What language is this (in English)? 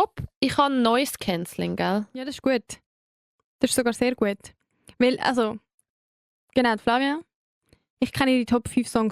Swiss German